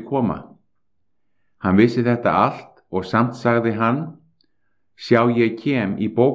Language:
Icelandic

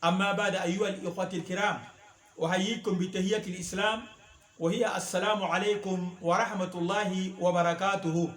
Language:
Sango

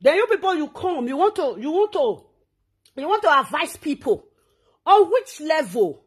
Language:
Nigerian Pidgin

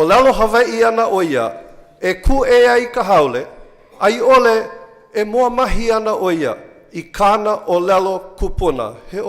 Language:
Hawaiian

